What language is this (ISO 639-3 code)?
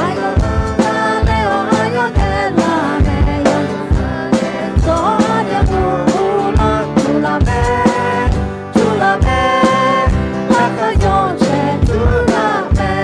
ahk